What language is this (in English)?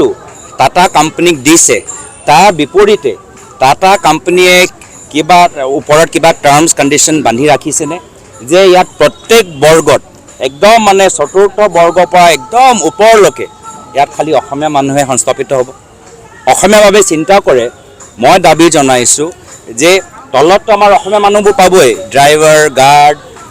Assamese